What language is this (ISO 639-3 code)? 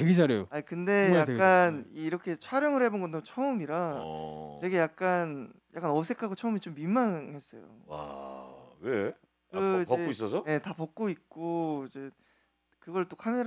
kor